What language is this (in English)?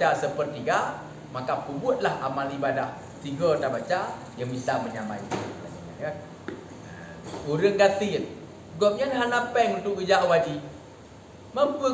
Achinese